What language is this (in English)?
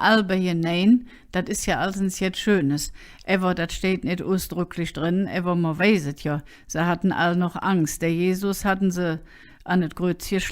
Colognian